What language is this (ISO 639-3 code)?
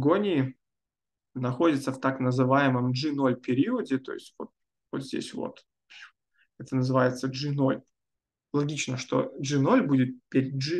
rus